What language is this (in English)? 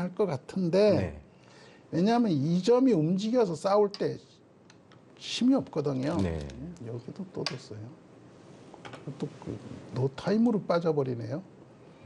Korean